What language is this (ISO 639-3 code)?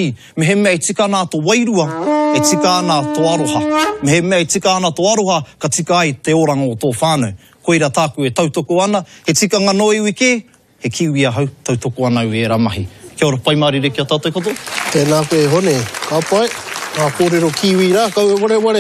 mri